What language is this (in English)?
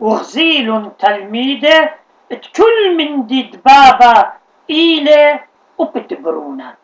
Assyrian Neo-Aramaic